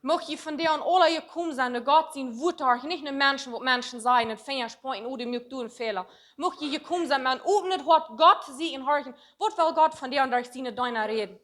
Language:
Plautdietsch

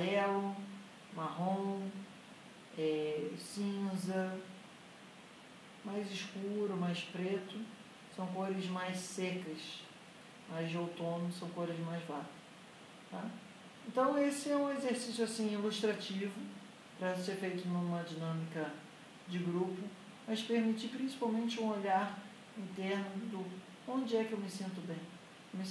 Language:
Portuguese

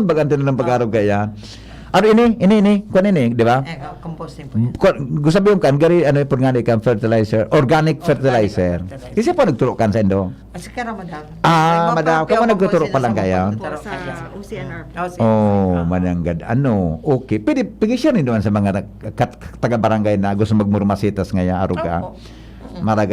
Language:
Bikol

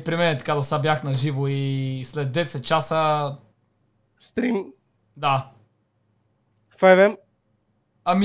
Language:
Bulgarian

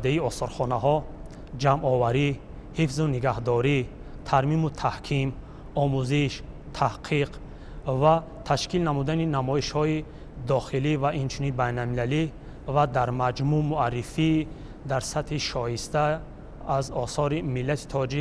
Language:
Tajik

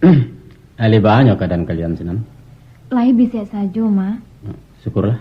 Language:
Minangkabau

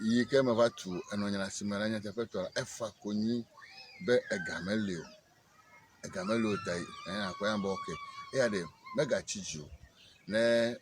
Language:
Ewe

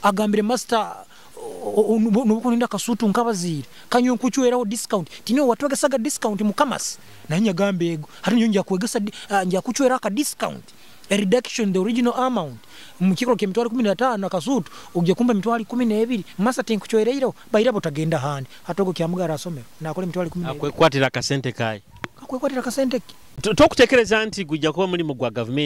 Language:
Nyoro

